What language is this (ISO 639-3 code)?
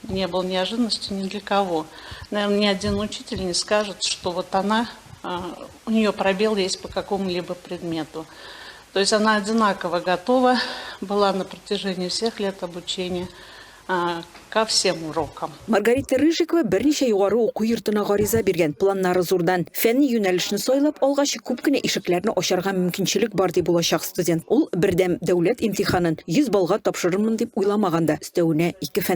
tat